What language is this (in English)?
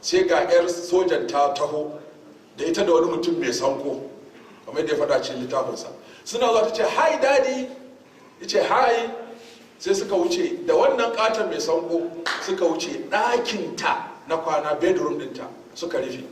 Hausa